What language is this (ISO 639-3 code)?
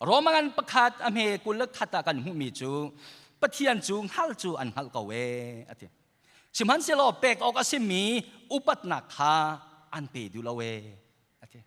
cnh